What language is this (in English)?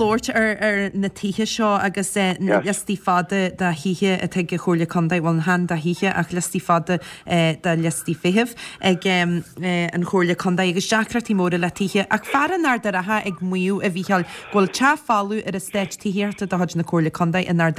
Irish